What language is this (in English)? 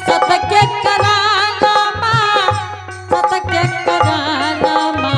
Angika